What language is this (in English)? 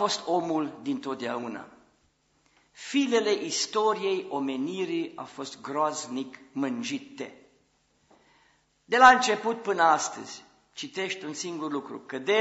Romanian